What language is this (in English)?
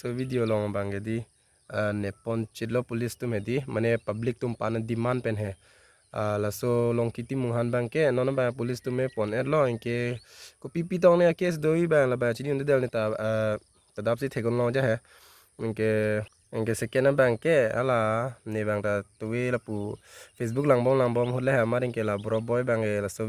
Karbi